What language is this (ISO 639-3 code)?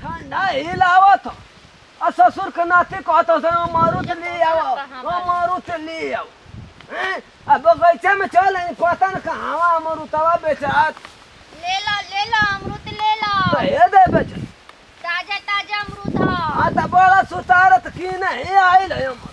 bho